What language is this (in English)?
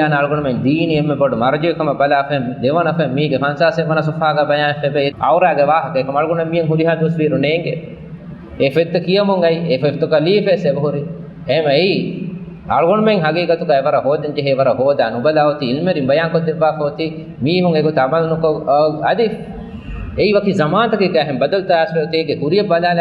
Divehi